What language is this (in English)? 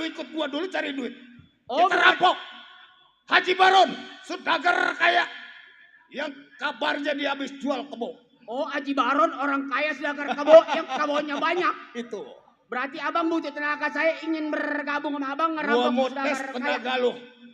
Betawi